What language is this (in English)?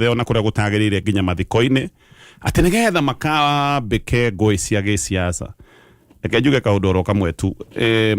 Kikuyu